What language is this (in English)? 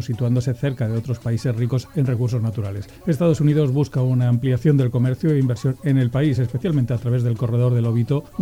Spanish